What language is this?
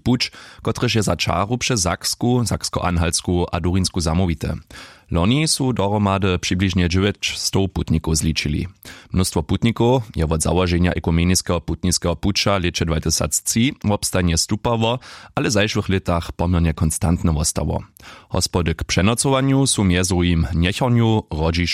Upper Sorbian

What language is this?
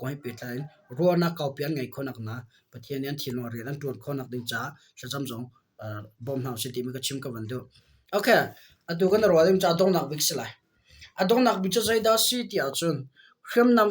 Hakha Chin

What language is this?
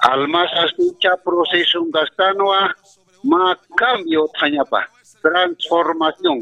Aymara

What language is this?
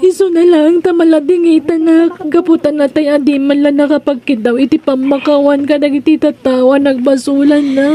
Iloko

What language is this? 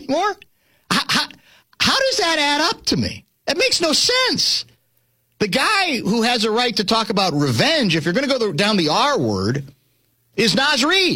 English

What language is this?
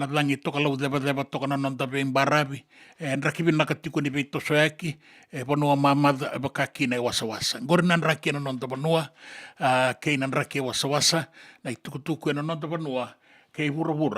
Fijian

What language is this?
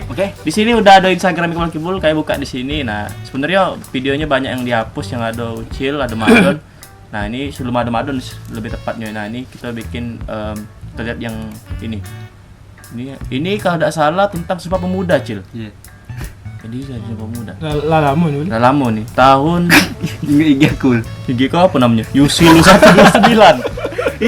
Musi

